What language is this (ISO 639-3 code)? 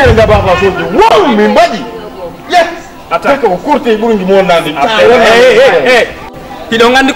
ful